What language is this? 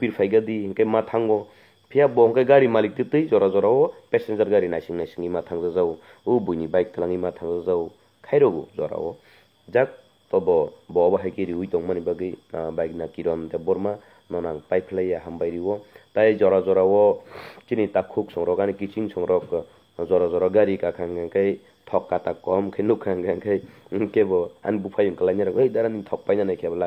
Kok Borok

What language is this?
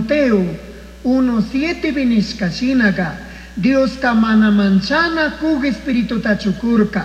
Chimborazo Highland Quichua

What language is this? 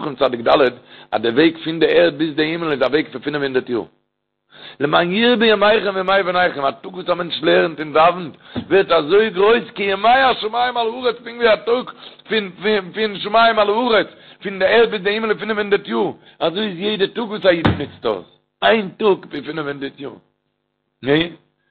Yiddish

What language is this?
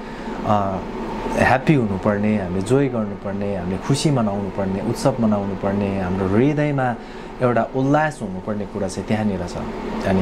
Nepali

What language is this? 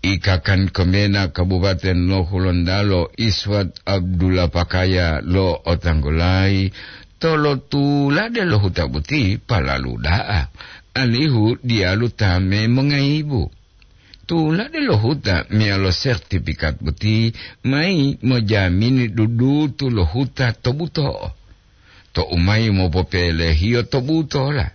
Gorontalo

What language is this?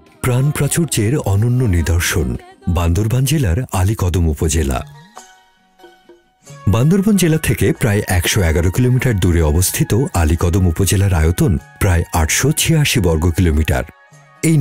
Bangla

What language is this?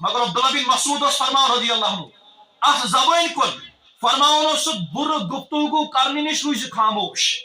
Kashmiri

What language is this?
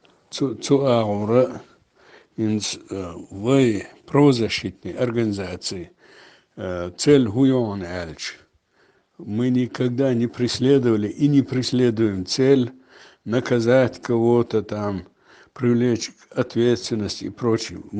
Chechen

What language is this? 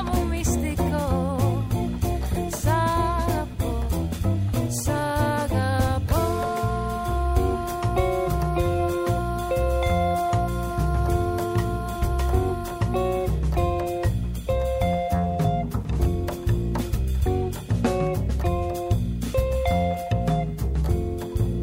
Greek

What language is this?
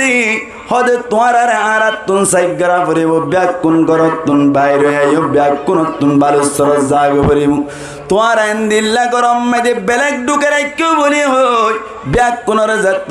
Rohingya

